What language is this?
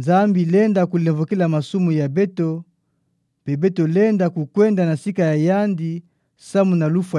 Kituba (Democratic Republic of Congo)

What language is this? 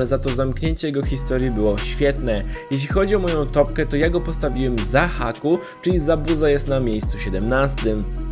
Polish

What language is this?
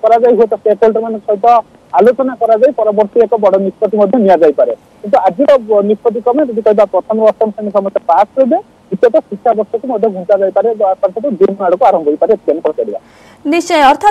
Odia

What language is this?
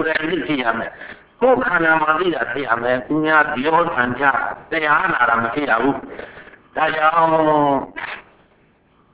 Burmese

